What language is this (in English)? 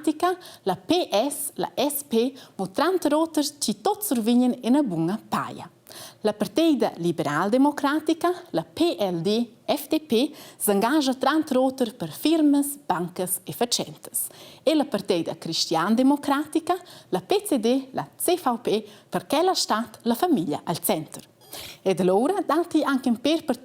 Romansh